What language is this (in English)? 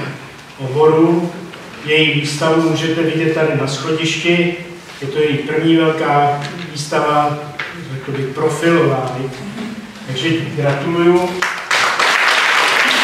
Czech